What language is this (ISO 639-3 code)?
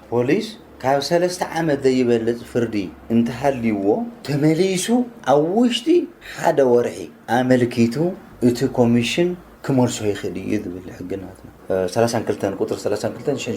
tir